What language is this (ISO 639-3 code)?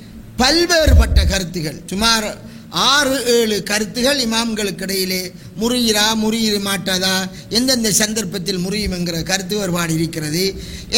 tam